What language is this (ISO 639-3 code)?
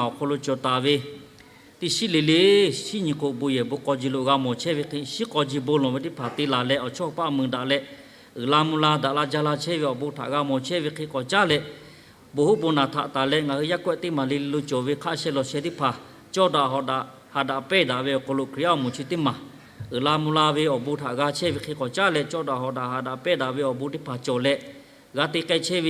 lhu